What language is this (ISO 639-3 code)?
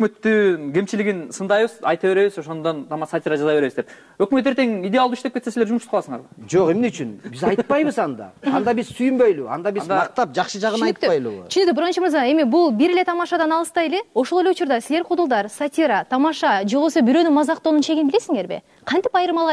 kir